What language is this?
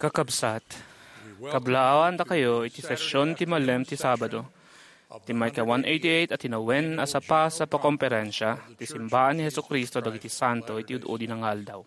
Iloko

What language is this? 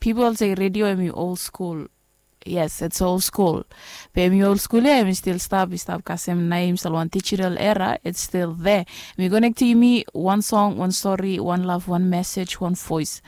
Bislama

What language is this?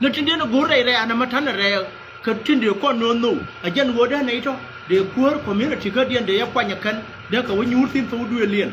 Nuer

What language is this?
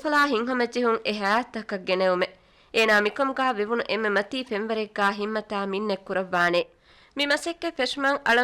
Divehi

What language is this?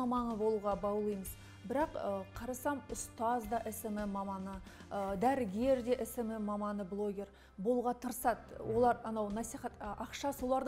Kazakh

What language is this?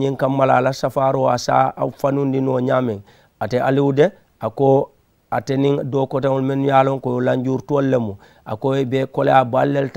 Mandingo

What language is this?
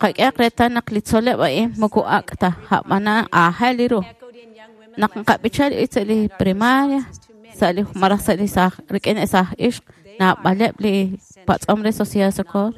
Kekchí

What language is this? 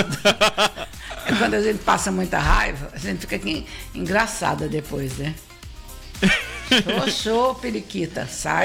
Portuguese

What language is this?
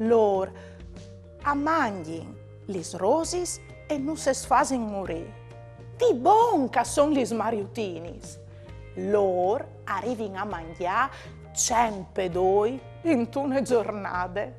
Friulian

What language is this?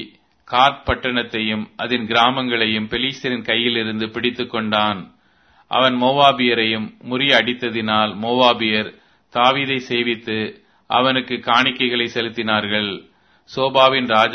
Tamil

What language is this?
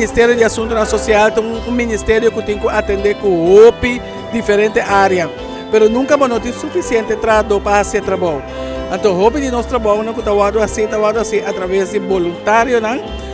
Papiamento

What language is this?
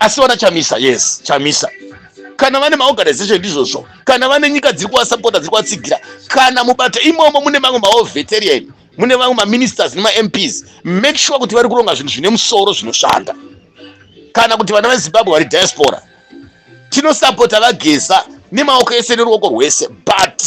Shona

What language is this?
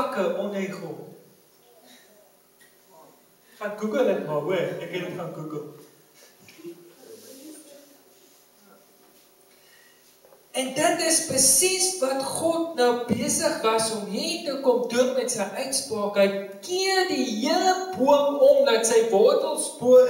Afrikaans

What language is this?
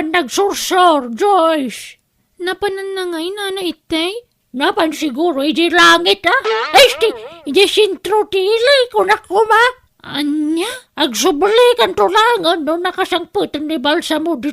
Iloko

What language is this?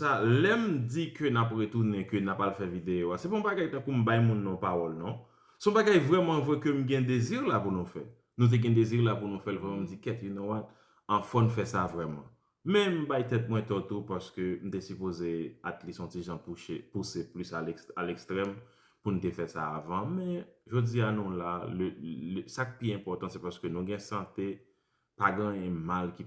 Haitian Creole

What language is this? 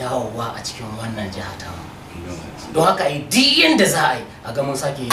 Hausa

